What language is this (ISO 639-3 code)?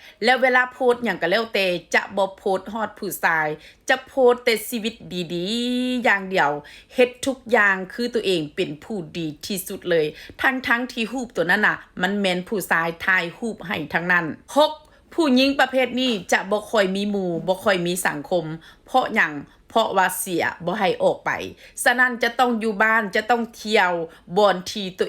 tts